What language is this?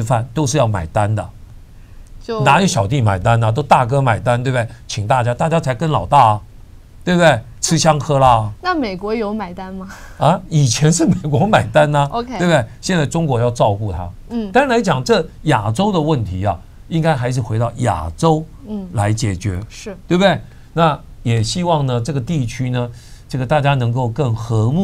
Chinese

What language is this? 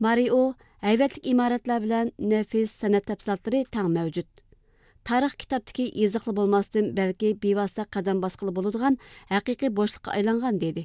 Uyghur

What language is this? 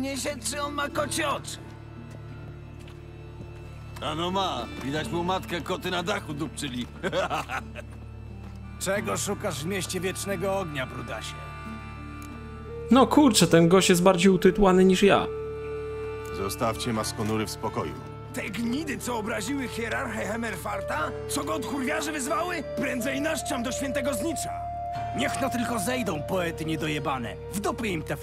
Polish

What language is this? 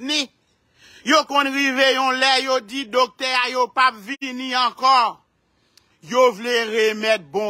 Haitian Creole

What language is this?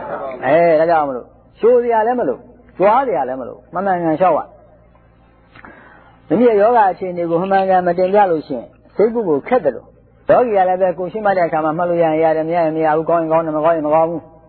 Burmese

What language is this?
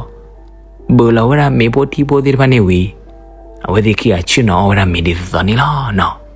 S'gaw Karen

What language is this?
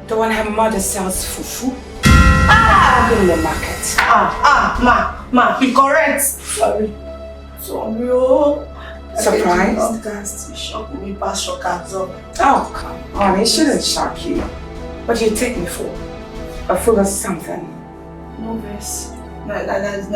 Nigerian Pidgin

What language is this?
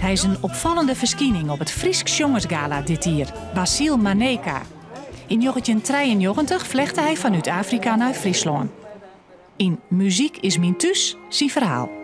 Western Frisian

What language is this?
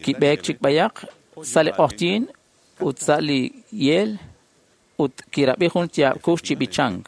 Kekchí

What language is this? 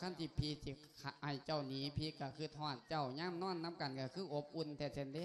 Lao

